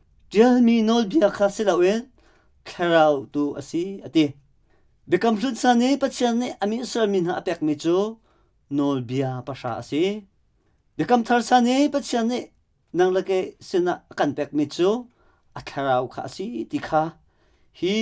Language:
Hakha Chin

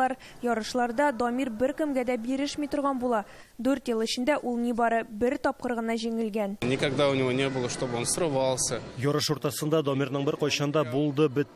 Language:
Tatar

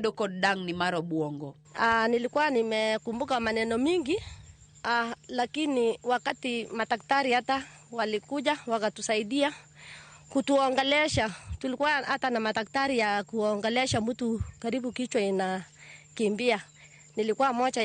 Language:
Luo (Kenya and Tanzania)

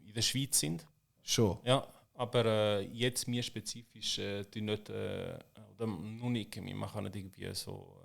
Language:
Swiss German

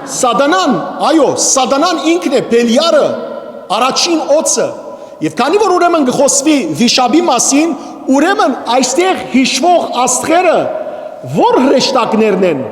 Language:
Western Armenian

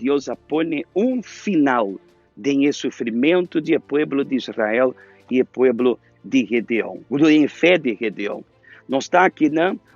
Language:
Papiamento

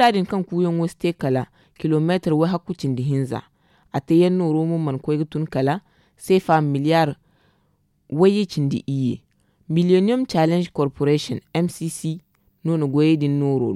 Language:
Zarma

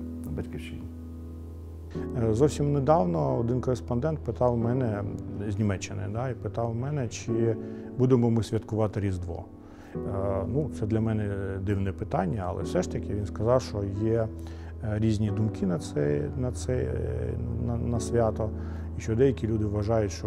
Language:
Ukrainian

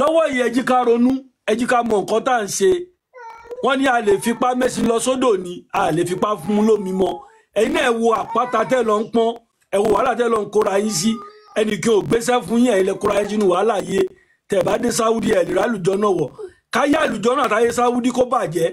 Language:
Yoruba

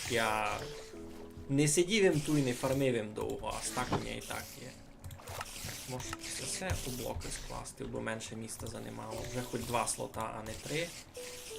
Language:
Rusyn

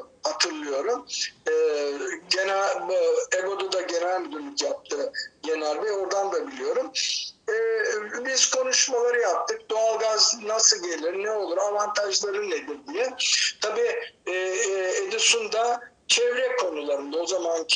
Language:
Turkish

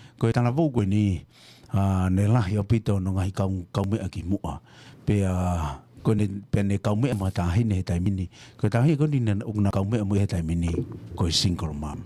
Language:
Tongan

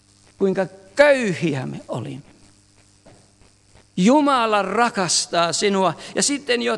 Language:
Finnish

